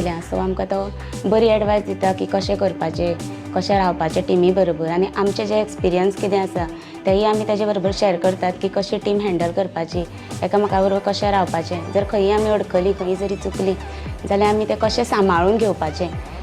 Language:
Konkani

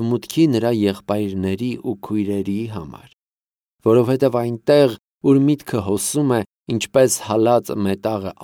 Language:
Armenian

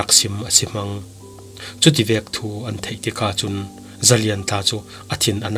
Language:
Falam Chin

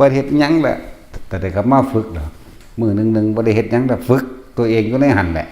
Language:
Northeastern Thai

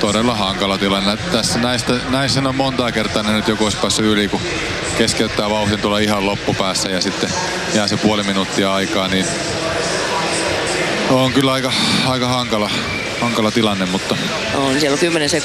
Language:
Finnish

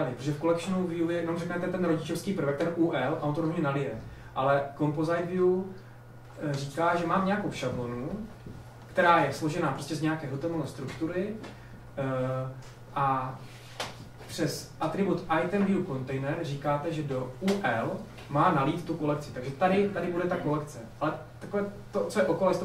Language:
Czech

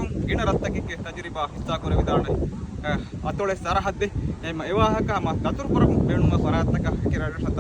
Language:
Divehi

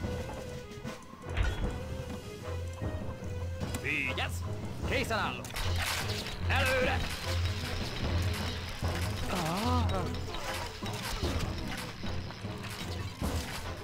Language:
Hungarian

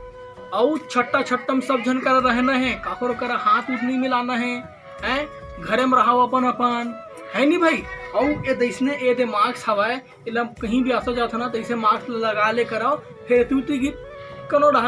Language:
Chhattisgarhi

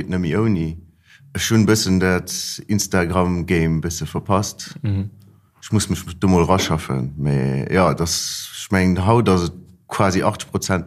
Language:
Luxembourgish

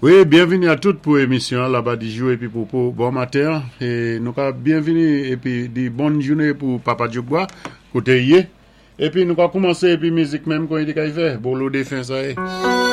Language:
Saint Lucian Creole French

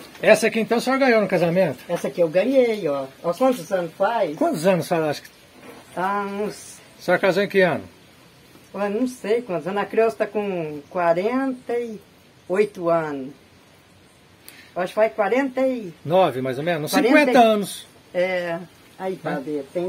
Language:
Portuguese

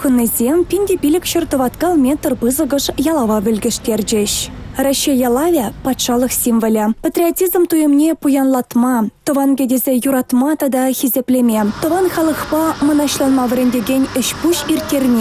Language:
Chuvash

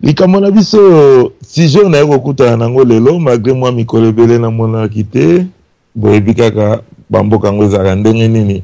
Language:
Lingala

